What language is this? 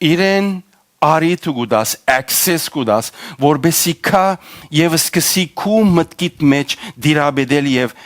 Western Armenian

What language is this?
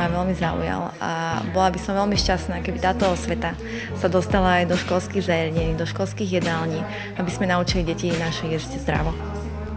Slovak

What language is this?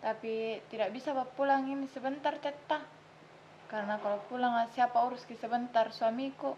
Makassar Malay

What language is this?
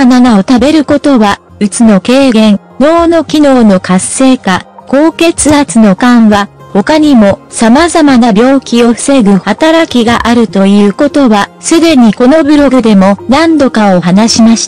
Japanese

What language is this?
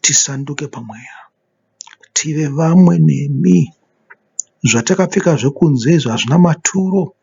Shona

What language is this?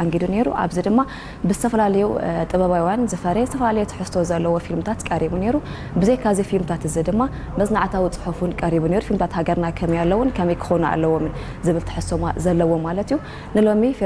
Tigrinya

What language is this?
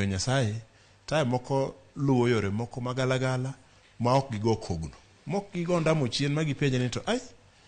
Luo (Kenya and Tanzania)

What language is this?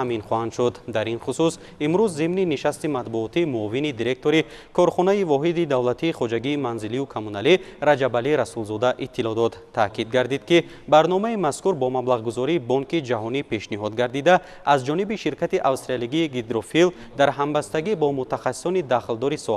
Tajik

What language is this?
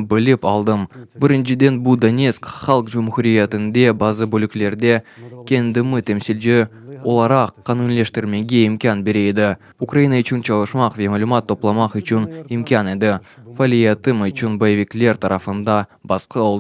Crimean Tatar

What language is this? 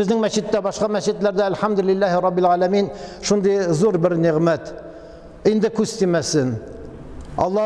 Tatar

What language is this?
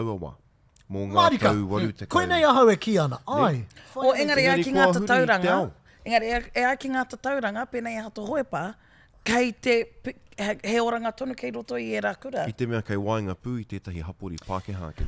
Māori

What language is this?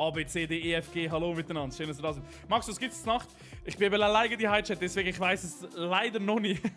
Swiss German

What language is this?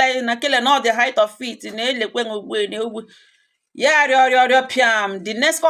Igbo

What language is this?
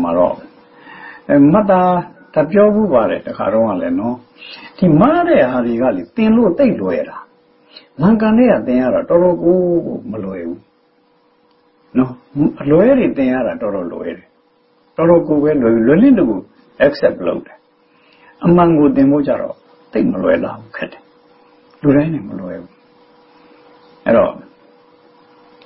Burmese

